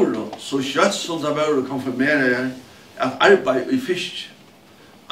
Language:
Faroese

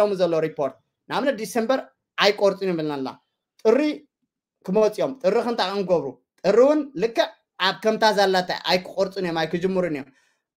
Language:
Tigrinya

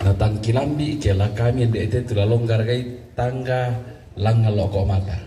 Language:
Toraja-Sa'dan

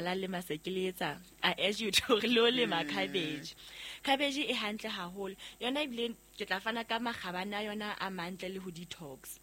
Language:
Southern Sotho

